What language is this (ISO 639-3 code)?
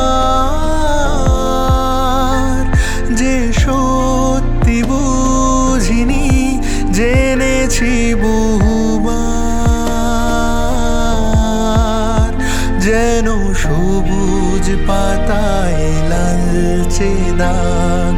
ben